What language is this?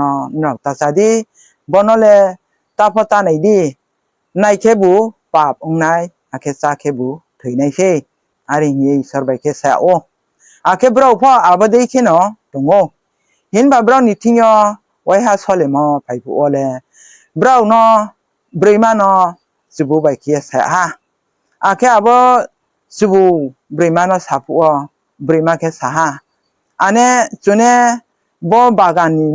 Riang (India)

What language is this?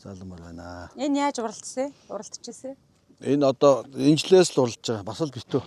Mongolian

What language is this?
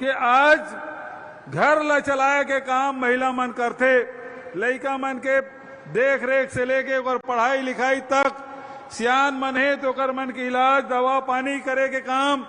Chhattisgarhi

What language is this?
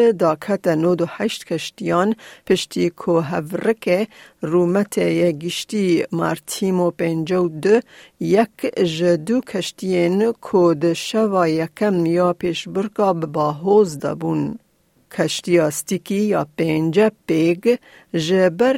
Kurdish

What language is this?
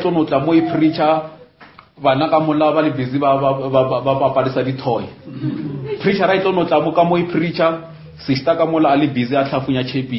Northern Sotho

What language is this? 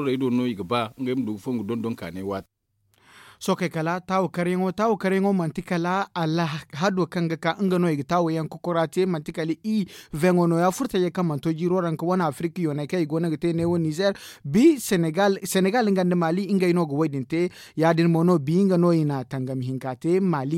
Zarma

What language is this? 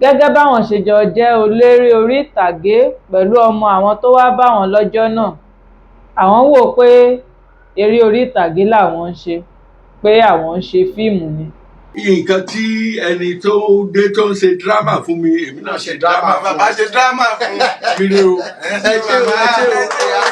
Yoruba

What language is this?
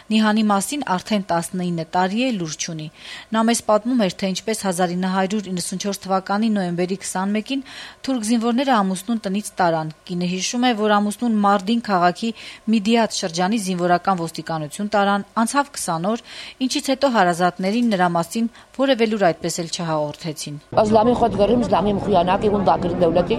Armenian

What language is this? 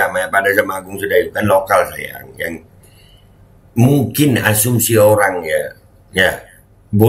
Indonesian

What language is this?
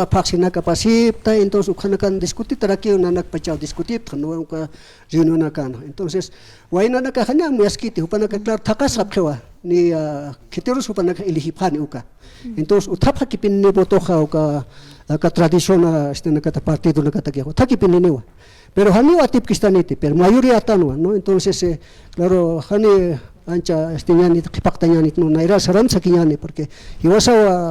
Aymara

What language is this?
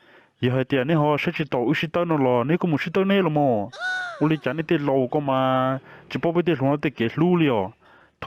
Hmong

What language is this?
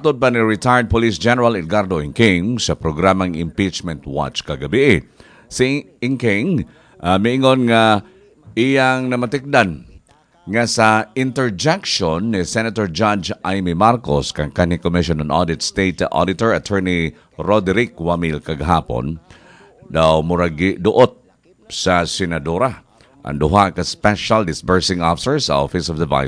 Cebuano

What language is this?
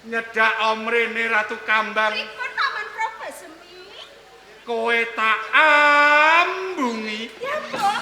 Javanese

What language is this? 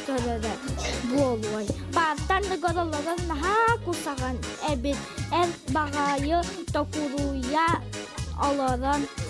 Yakut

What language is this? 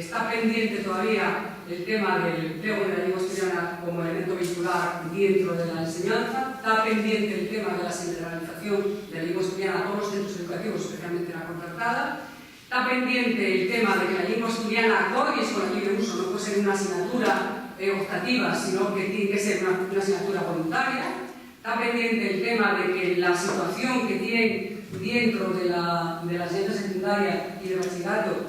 Asturian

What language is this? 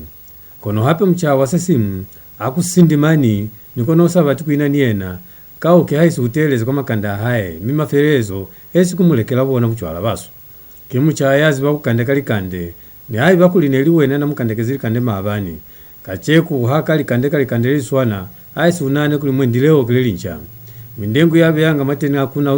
Lozi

